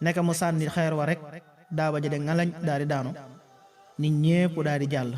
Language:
Wolof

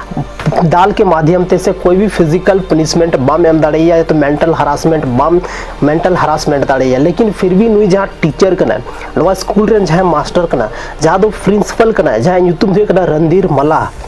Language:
Santali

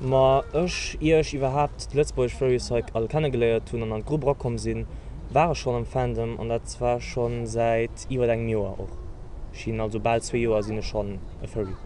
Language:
Luxembourgish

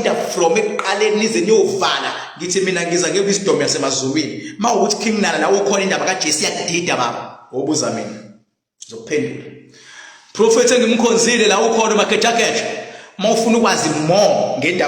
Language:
Zulu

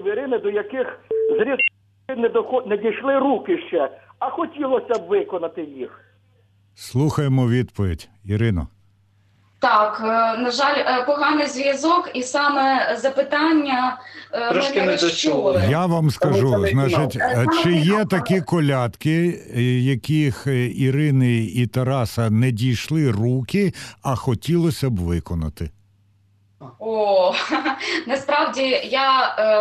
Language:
Ukrainian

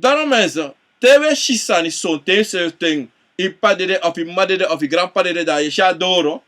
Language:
Sranan Tongo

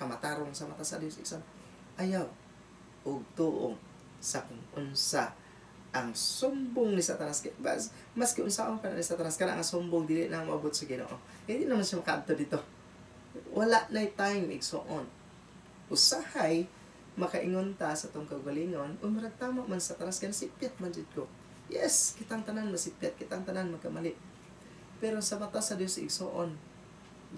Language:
Cebuano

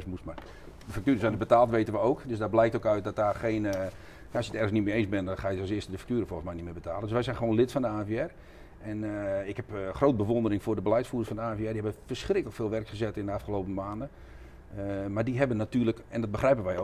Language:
Dutch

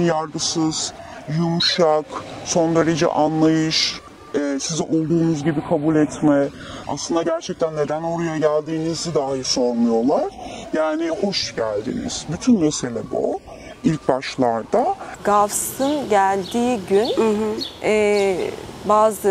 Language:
Turkish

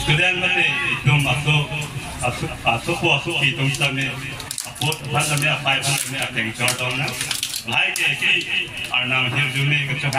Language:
Karbi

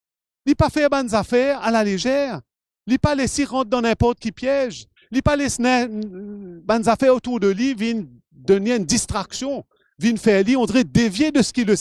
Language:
Morisyen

